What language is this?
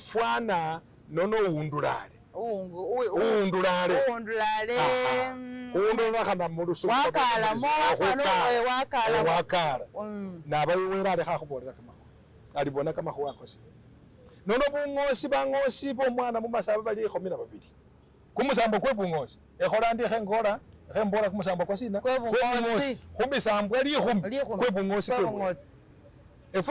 Masaaba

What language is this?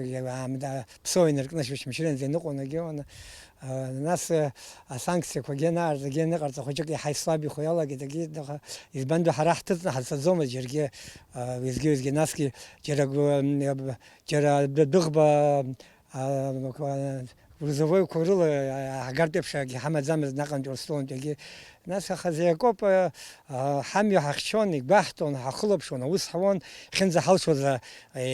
Abkhazian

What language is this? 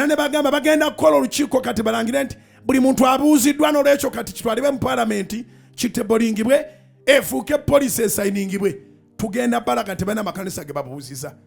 Ganda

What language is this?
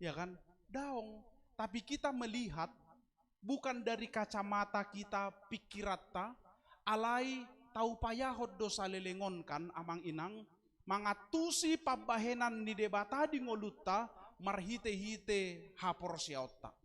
Batak Toba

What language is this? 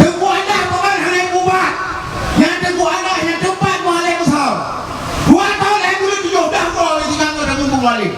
Achinese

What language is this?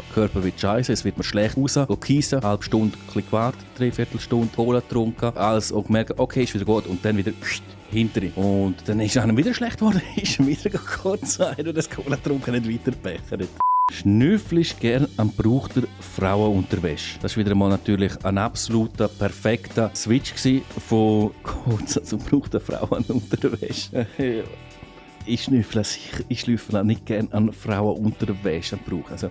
Swiss German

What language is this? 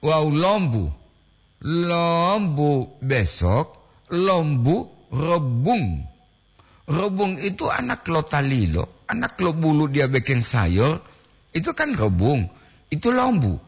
Gorontalo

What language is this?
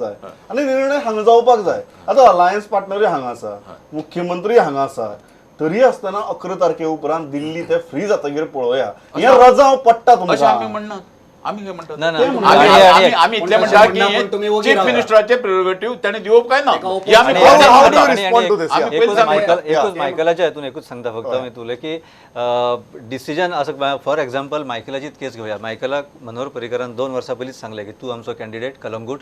Konkani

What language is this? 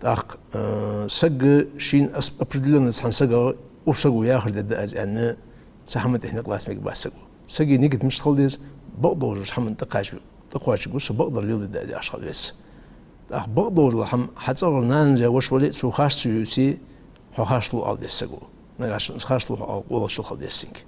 Ingush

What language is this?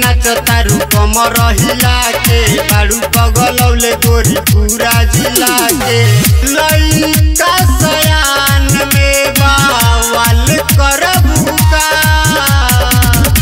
Bhojpuri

